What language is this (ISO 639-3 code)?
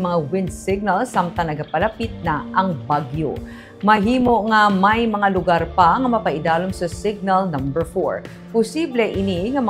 hil